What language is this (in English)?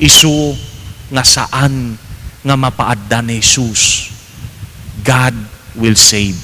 Iloko